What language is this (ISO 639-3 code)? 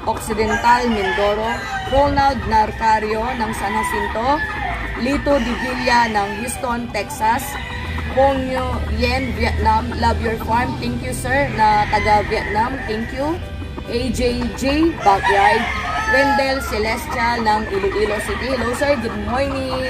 fil